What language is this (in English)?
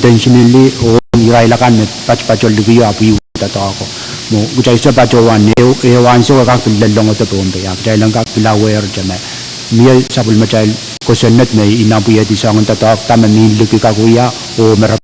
Pohnpeian